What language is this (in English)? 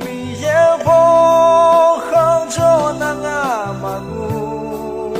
Akha